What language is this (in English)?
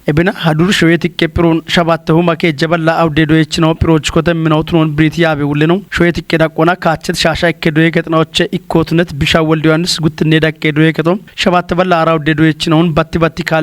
Kafa